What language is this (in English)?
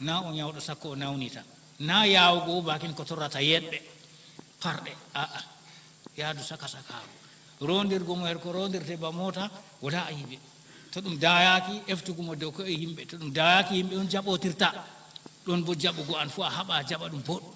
Fula